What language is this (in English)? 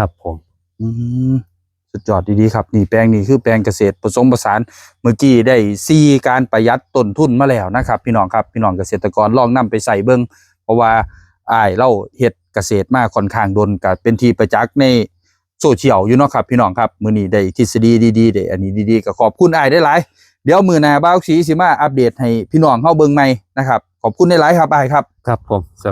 Northeastern Thai